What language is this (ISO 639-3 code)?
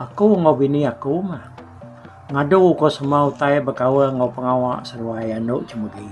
iba